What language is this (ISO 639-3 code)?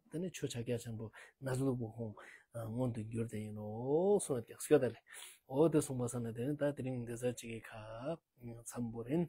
lbj